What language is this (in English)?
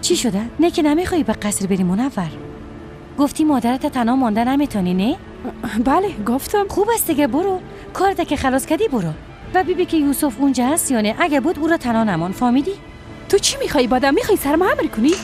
Persian